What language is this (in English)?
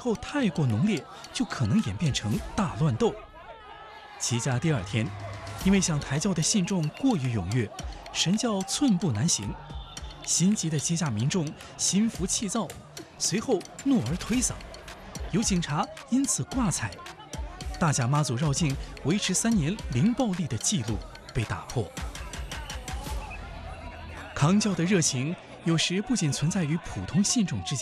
Chinese